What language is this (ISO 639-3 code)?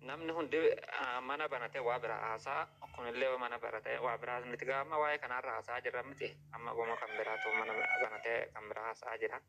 orm